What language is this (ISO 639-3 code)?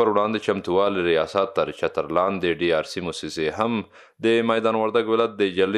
pus